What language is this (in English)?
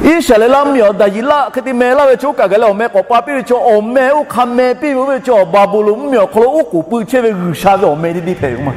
Lahu